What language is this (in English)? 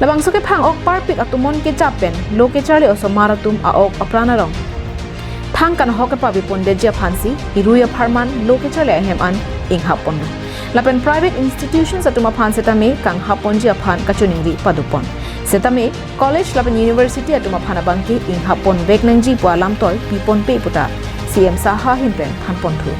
Karbi